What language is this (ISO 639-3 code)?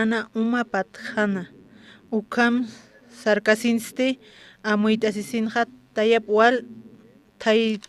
aym